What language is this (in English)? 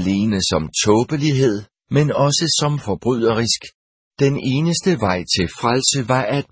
Danish